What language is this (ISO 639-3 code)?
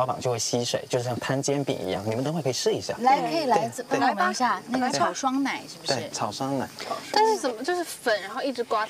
zho